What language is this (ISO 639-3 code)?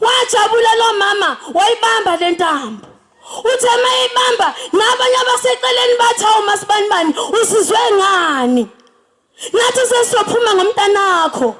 zul